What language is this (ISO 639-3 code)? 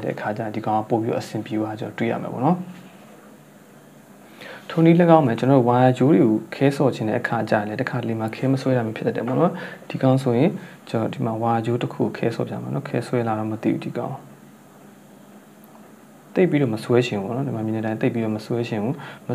mya